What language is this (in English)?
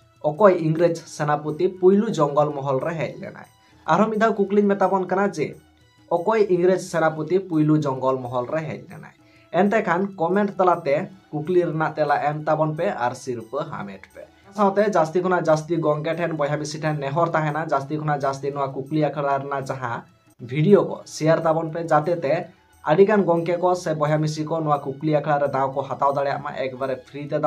Santali